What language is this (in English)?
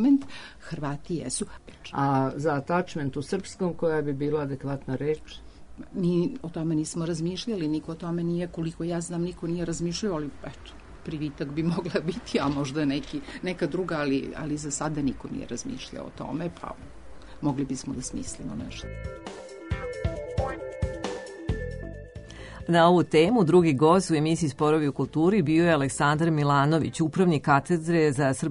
Serbian